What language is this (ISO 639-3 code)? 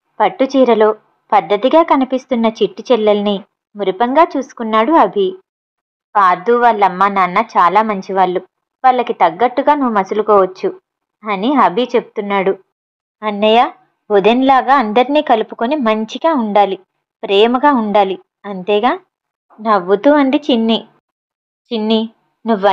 tel